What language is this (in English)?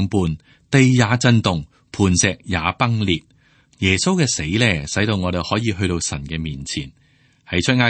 Cantonese